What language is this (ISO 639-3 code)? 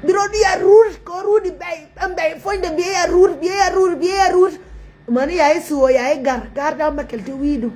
nus